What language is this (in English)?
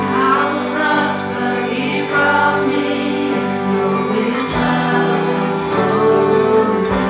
Faroese